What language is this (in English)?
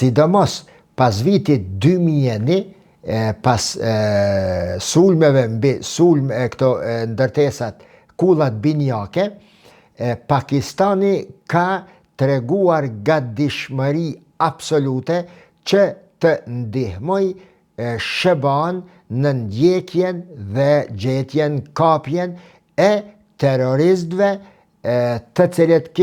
Albanian